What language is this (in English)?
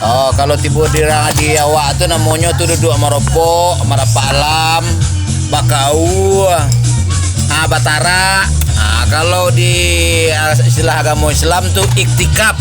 Minangkabau